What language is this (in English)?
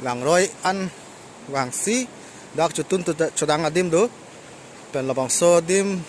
Karbi